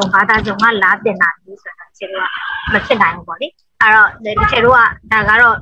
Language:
Burmese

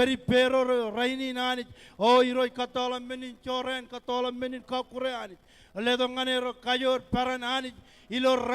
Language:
Marshallese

